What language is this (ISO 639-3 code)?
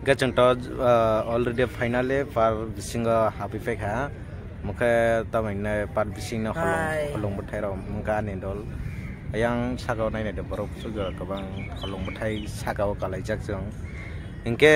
trp